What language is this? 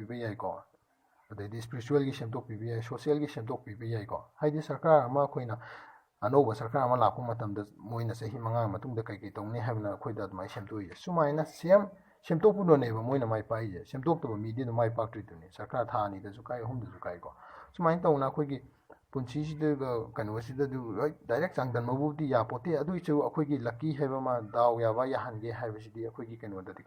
Manipuri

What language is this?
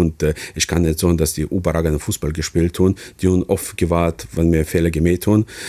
Luxembourgish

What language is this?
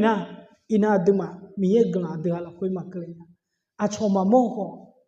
Akha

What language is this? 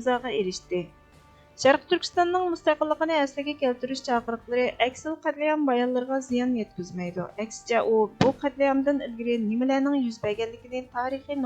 Uyghur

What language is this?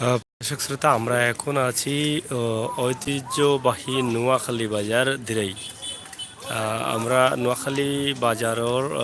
Sylheti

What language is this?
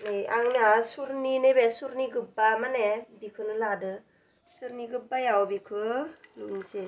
Bodo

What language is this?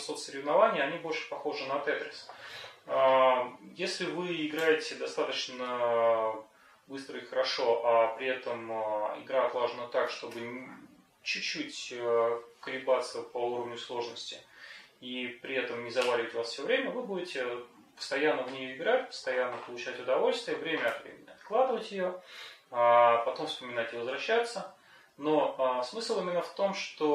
Russian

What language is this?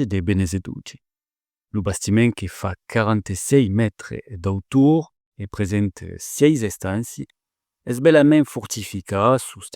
Occitan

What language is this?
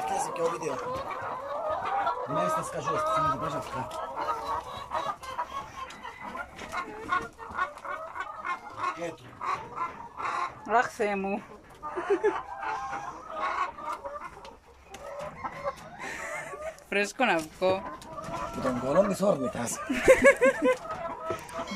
Greek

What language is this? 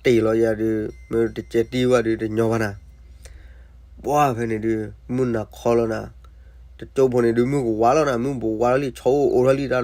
S'gaw Karen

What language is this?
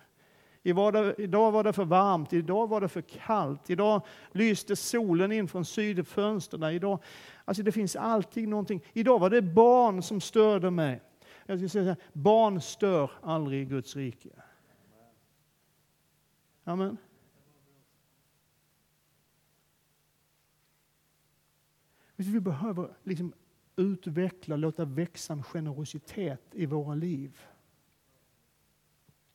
Swedish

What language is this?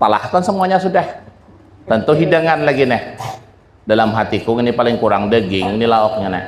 Banjar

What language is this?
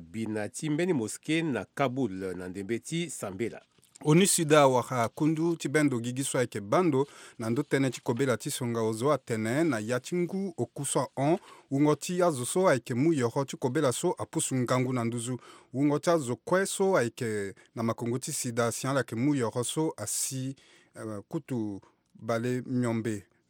Sango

